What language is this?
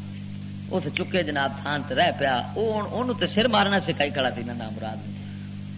Western Panjabi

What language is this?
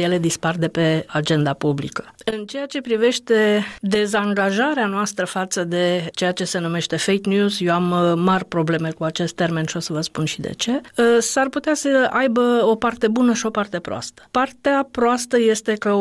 Romanian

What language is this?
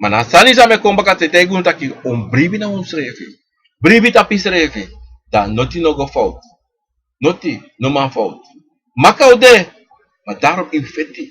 Sranan Tongo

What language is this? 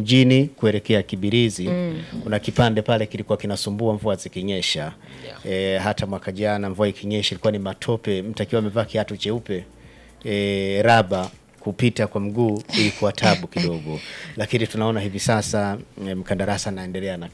Swahili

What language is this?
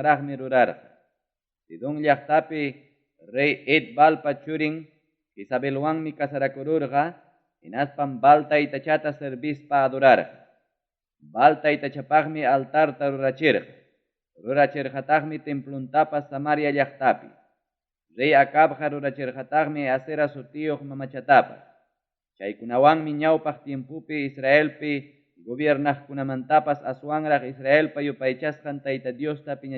Ayacucho Quechua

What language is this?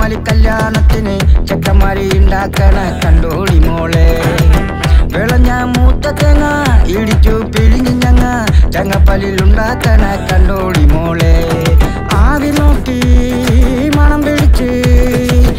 Malayalam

